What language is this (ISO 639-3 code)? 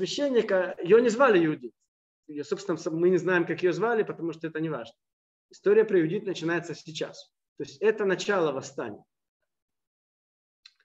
rus